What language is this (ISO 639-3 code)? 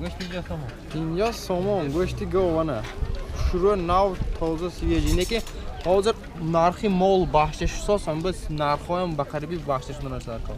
tgk